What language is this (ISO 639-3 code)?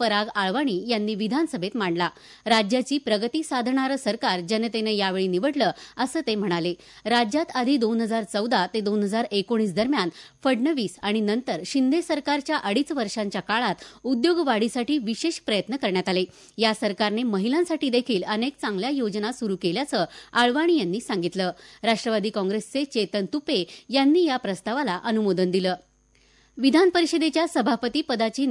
mar